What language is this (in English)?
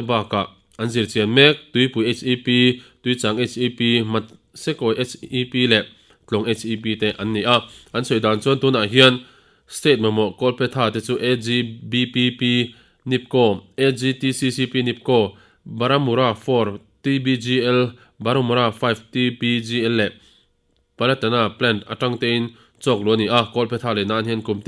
Mizo